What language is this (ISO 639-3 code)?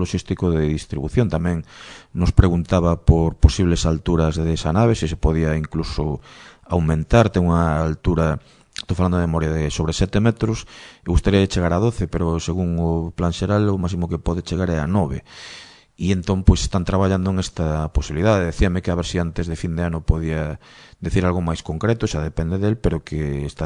glg